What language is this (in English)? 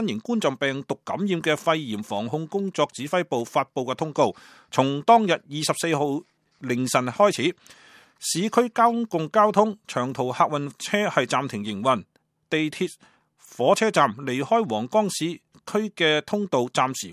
Cantonese